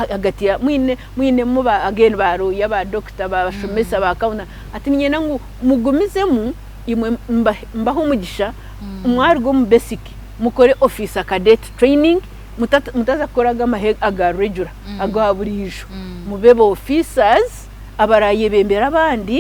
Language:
Nyankole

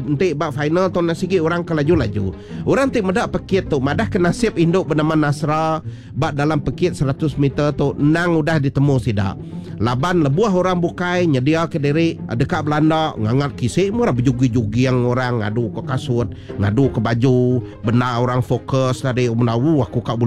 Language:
Iban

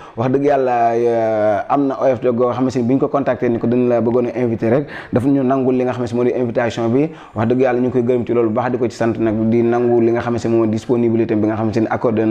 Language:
Wolof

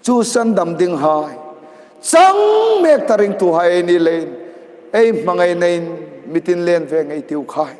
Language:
Hmar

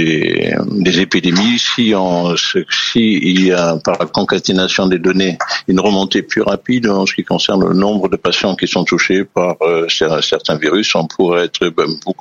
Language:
French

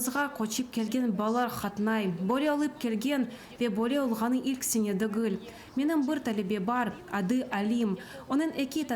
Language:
Crimean Tatar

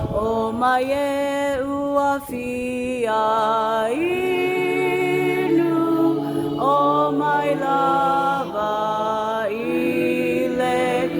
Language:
Samoan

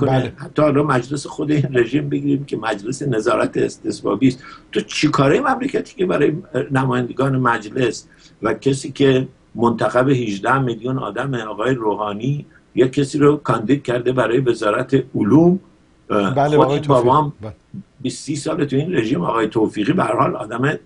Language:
Persian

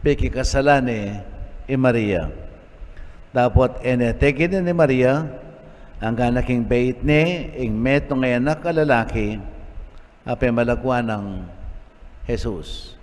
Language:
Pampanga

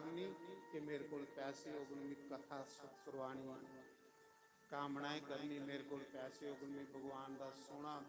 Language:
Dogri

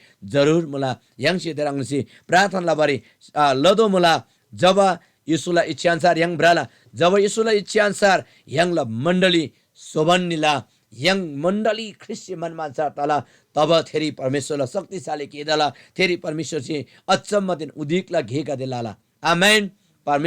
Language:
Eastern Tamang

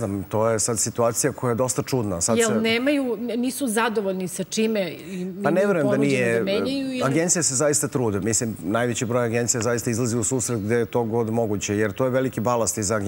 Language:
Serbian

